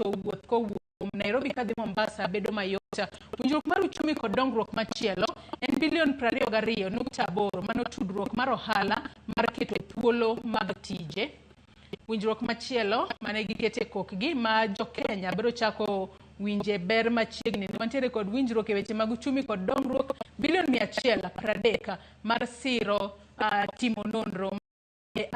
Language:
Luo (Kenya and Tanzania)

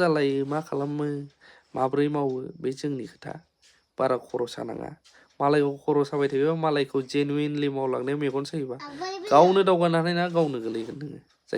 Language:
Bodo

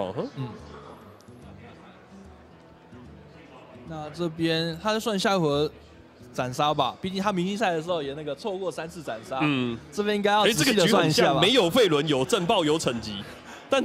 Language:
Chinese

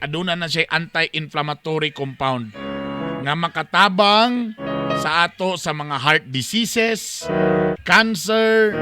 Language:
Cebuano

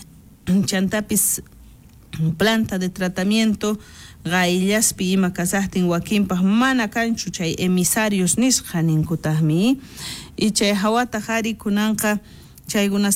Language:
South Bolivian Quechua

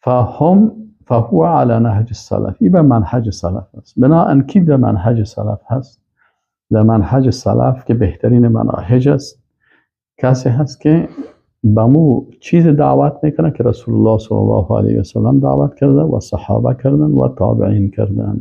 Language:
Persian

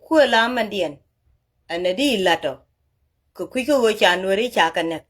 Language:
Nuer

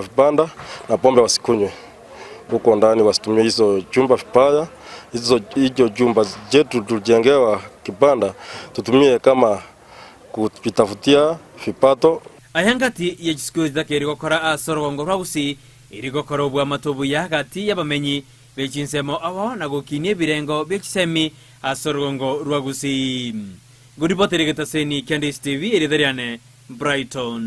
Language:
Gusii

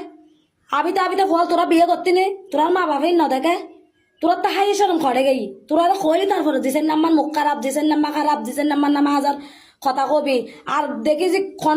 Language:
Rohingya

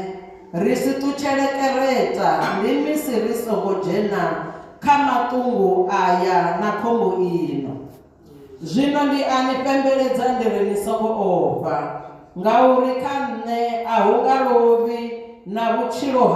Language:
Venda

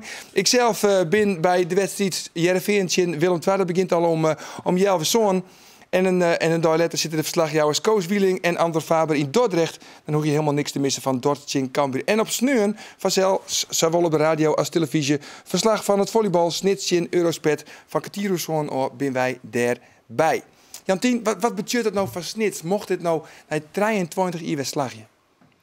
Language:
Western Frisian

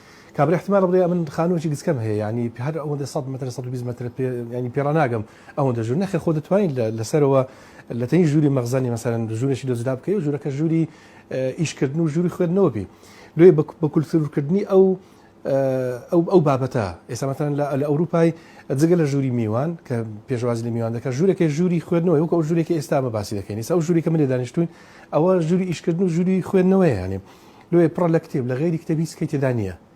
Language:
Central Kurdish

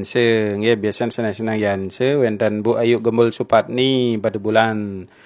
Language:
Balinese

